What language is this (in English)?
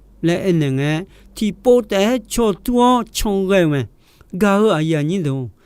Akha